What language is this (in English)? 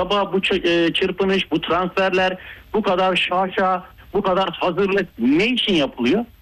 Turkish